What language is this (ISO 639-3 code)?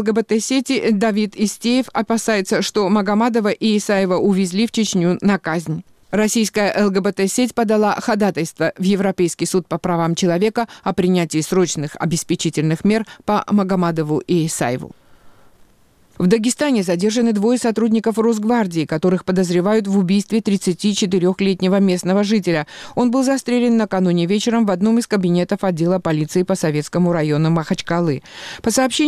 rus